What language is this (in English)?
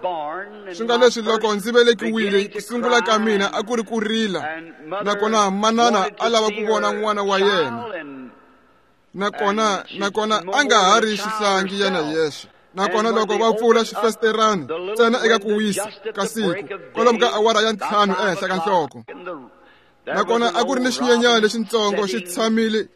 Tsonga